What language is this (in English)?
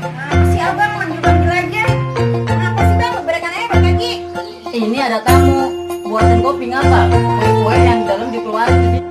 Betawi